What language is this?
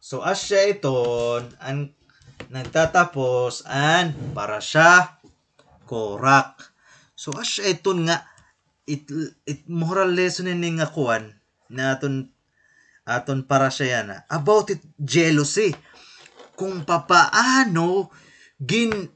Waray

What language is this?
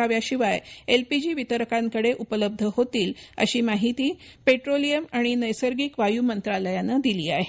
Marathi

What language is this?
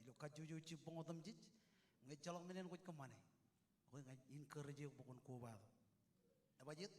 Marshallese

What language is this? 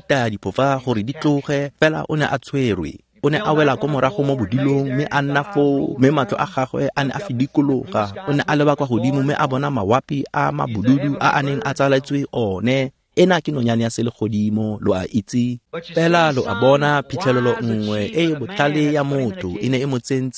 Tswana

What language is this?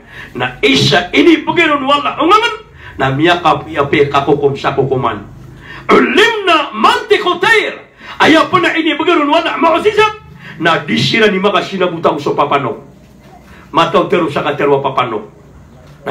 Maranao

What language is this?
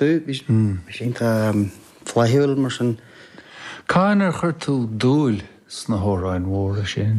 Irish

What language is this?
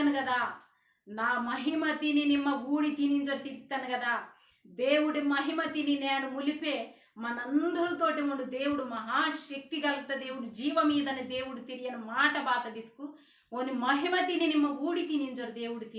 Koya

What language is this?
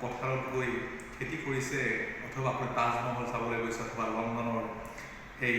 Assamese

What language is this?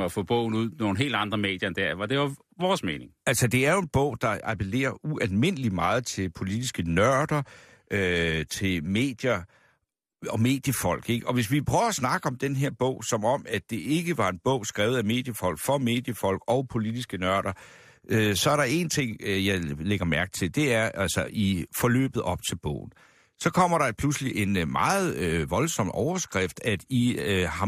Danish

